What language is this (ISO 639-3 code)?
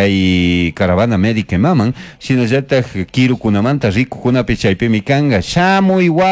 qug